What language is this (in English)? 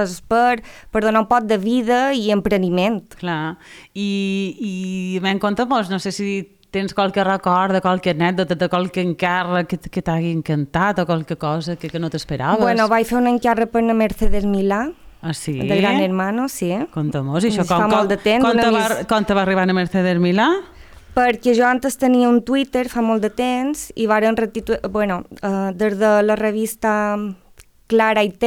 Catalan